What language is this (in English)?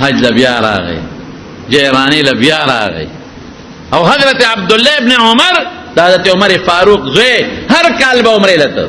Pashto